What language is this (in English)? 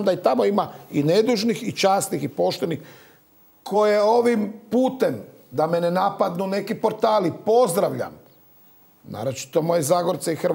Croatian